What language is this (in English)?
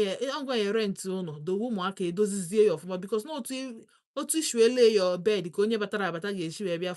Igbo